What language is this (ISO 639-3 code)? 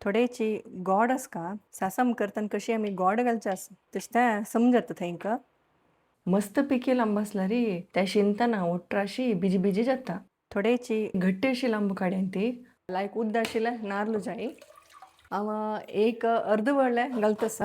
kok